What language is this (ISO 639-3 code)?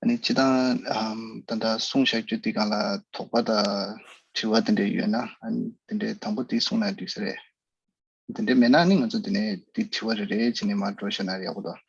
bod